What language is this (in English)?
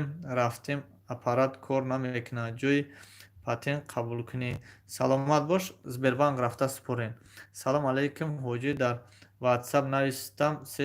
Tajik